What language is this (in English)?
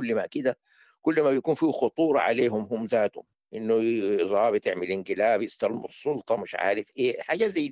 Sudanese Arabic